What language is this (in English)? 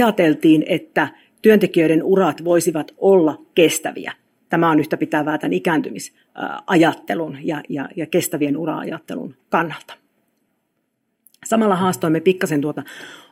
Finnish